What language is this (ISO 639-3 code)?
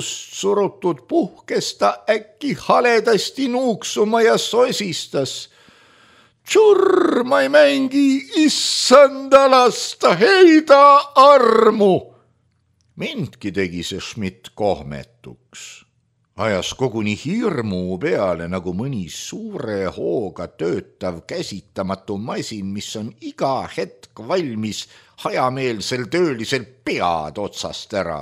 est